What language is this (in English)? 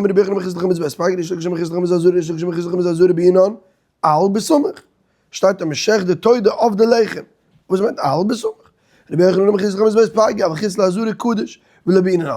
Yiddish